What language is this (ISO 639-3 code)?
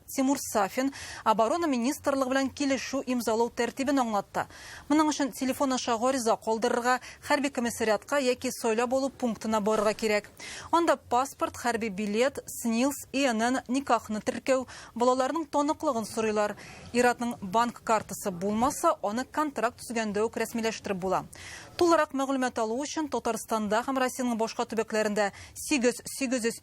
tat